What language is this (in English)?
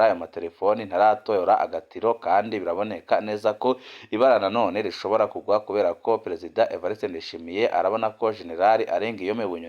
Rundi